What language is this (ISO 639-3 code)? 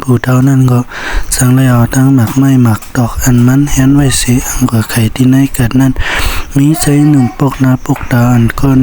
shn